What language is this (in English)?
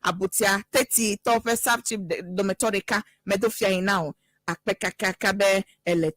Ewe